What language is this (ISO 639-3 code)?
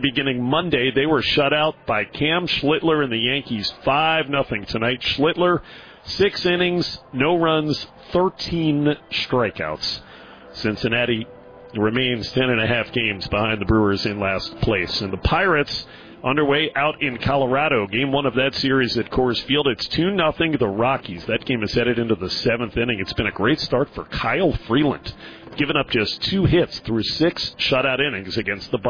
eng